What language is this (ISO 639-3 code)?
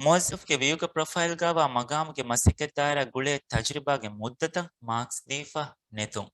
div